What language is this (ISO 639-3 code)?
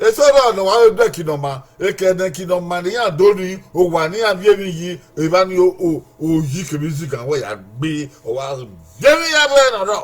bin